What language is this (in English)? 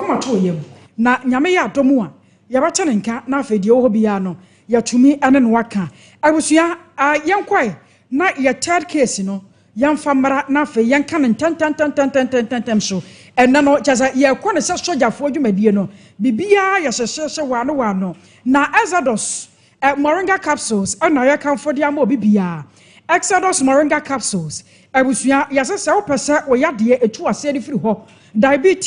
Akan